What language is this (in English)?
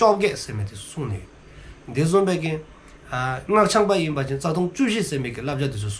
Dzongkha